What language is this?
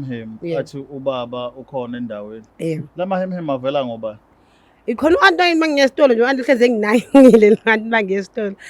Zulu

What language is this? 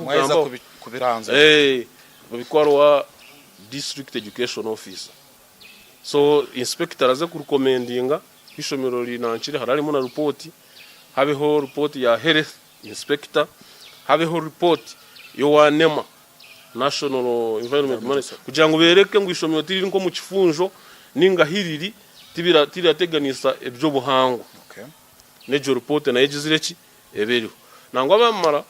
Nyankole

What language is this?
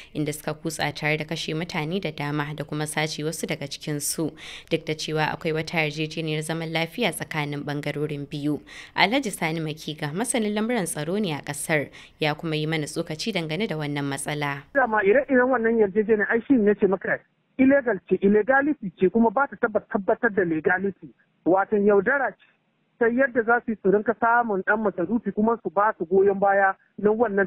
Hausa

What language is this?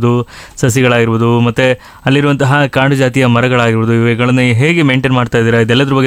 Kannada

